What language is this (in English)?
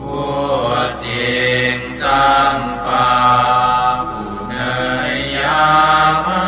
Pali